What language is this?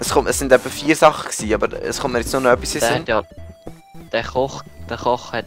Swiss German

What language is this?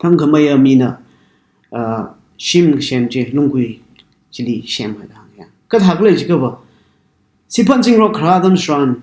Tangkhul Naga (India)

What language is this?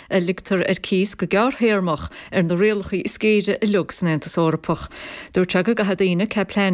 Irish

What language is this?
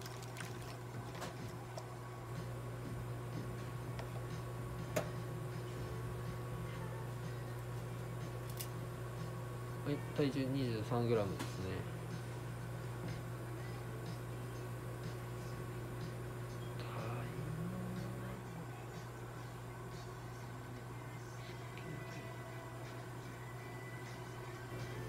Japanese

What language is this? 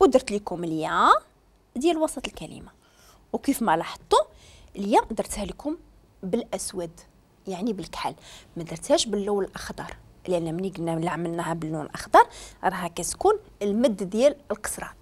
Moroccan Arabic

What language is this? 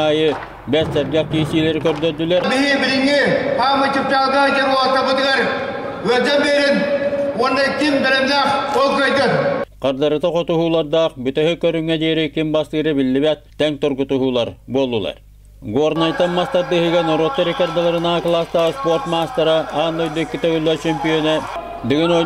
Yakut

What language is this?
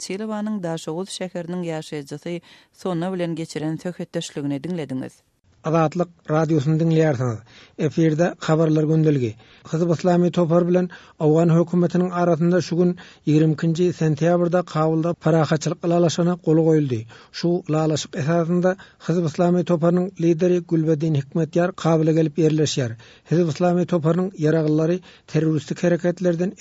Turkmen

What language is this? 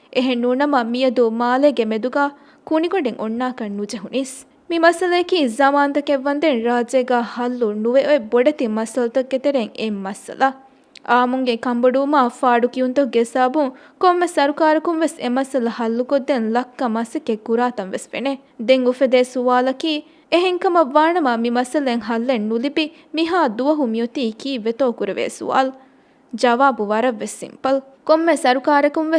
Divehi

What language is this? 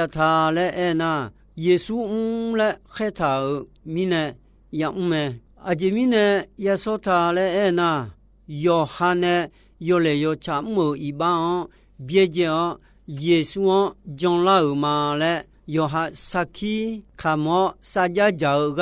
Akha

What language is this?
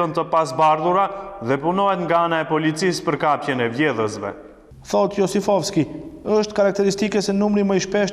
Albanian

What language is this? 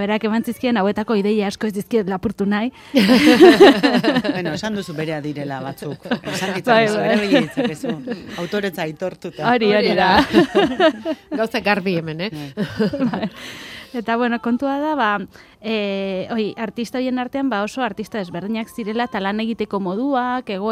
Basque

